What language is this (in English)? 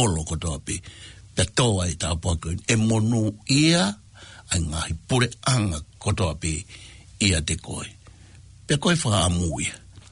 Tongan